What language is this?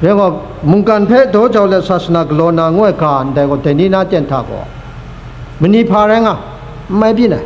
Kachin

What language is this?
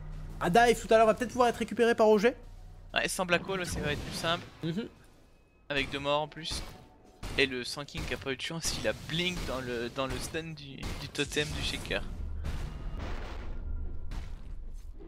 French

